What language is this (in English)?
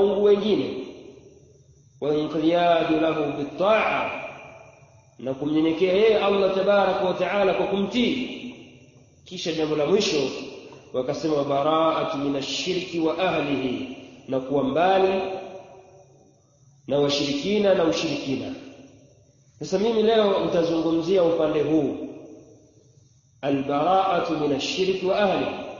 Swahili